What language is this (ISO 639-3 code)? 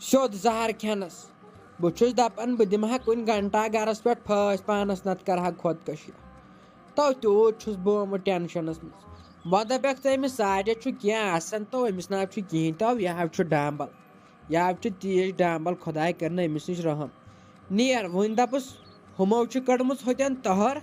kas